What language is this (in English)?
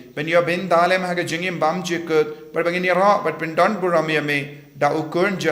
Khasi